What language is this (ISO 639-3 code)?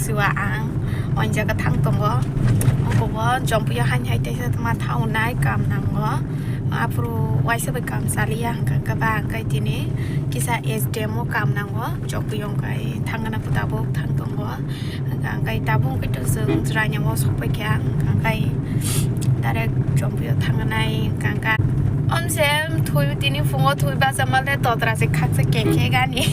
trp